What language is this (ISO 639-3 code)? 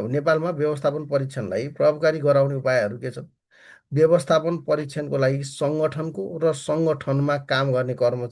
nep